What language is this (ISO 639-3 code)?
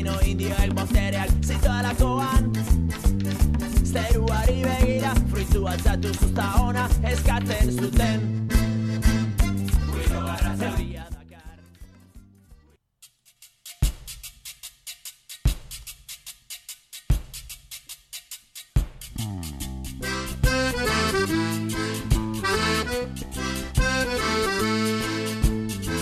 eus